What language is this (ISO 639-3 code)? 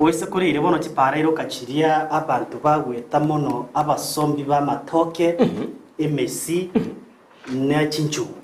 guz